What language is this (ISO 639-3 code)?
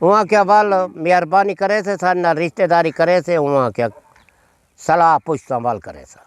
skr